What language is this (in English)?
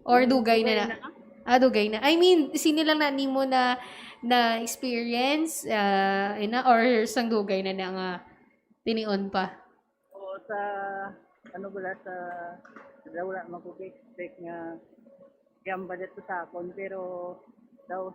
Hiligaynon